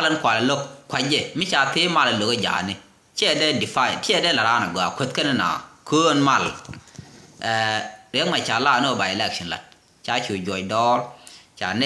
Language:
Nuer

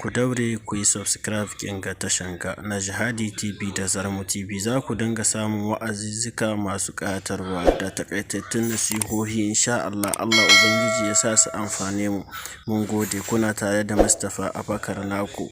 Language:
Hausa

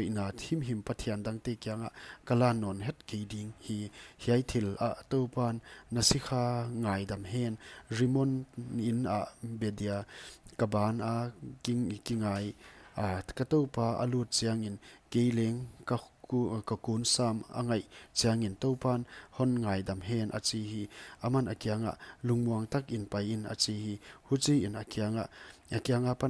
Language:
Paite Chin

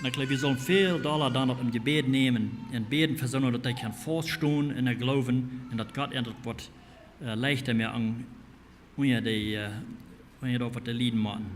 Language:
Plautdietsch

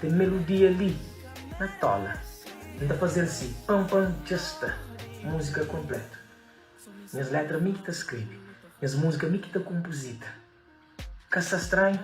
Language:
Kabuverdianu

